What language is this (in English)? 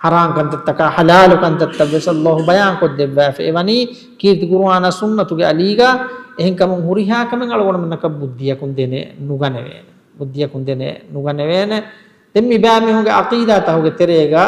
Divehi